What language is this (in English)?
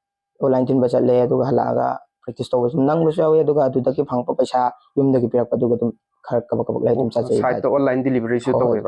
Manipuri